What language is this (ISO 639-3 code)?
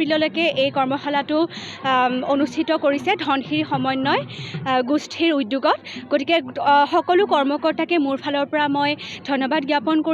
asm